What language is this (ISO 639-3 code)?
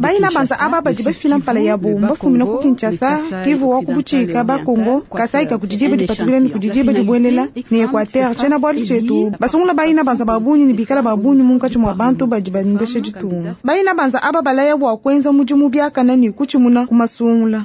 lua